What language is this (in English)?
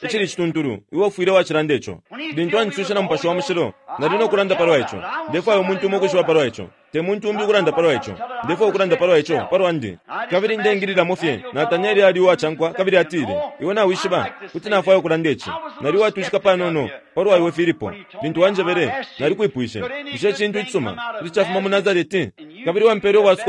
Bemba